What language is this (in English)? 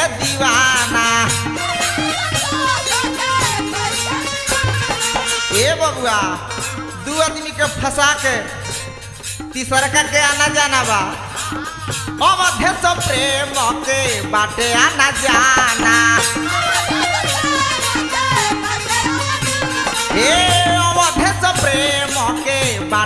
Bhojpuri